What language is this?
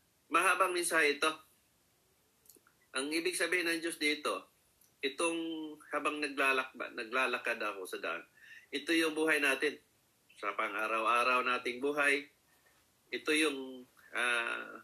Filipino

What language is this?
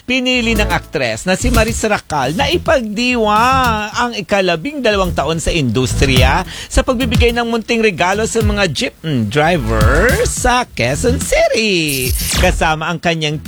Filipino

